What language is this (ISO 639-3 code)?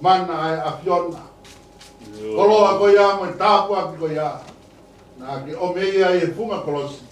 ton